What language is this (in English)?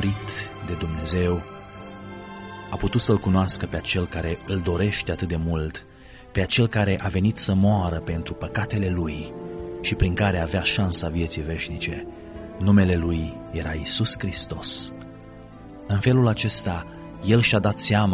Romanian